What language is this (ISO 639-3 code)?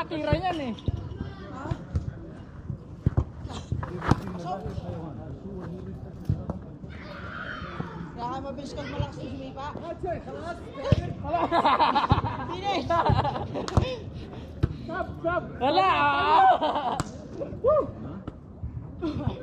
fil